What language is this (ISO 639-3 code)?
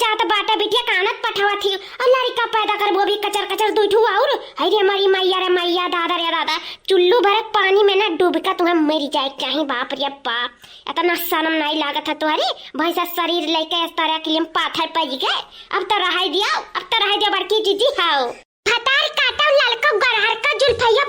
awa